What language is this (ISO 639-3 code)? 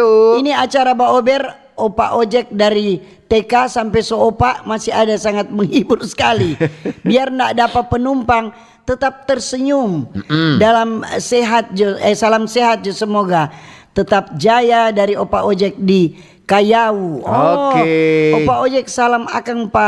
xmm